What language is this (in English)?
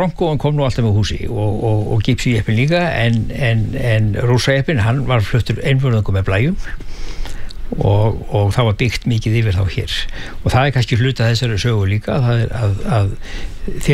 Icelandic